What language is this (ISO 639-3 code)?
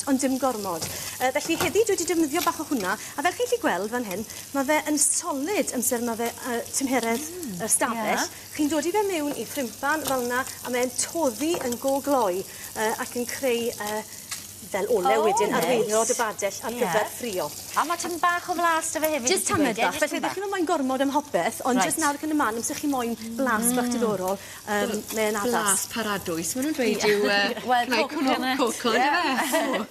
cym